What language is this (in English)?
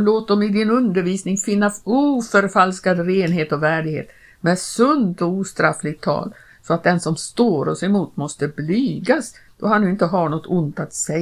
Swedish